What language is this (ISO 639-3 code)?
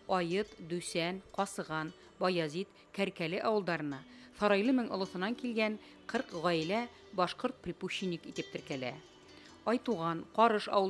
bak